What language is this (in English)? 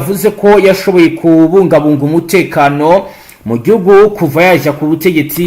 Kinyarwanda